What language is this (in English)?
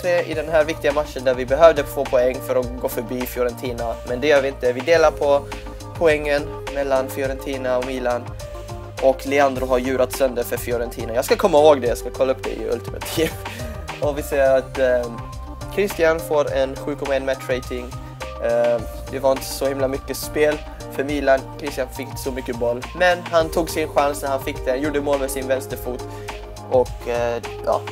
Swedish